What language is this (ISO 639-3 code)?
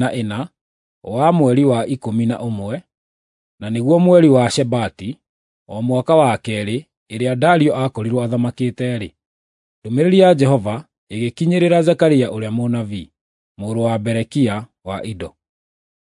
kik